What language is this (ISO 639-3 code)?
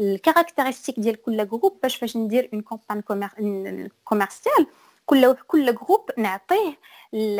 ary